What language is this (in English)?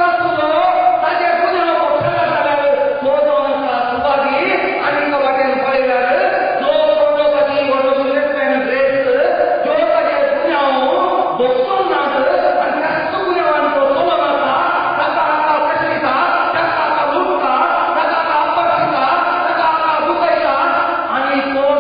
Konkani